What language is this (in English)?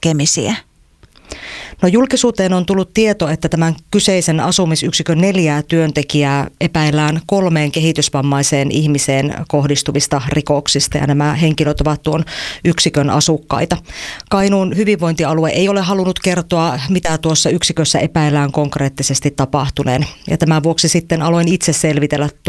Finnish